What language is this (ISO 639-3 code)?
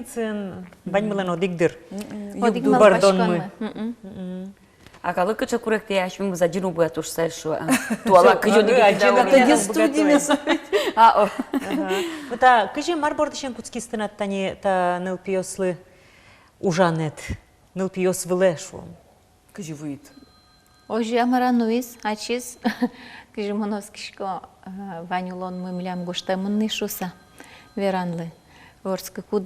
udm